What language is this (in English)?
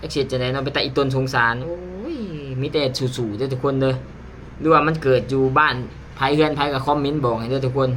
Lao